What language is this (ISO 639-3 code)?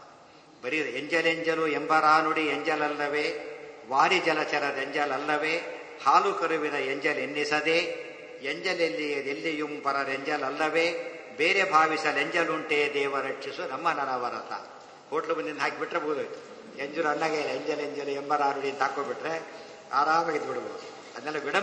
kan